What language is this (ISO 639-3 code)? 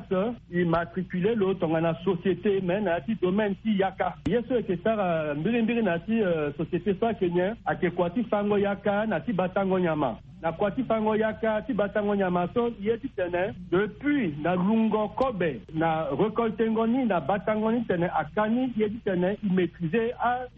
sag